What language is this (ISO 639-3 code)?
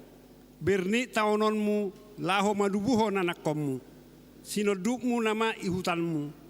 bbc